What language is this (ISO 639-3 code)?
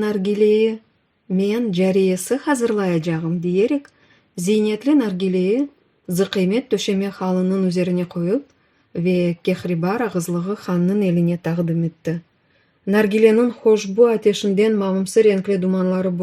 crh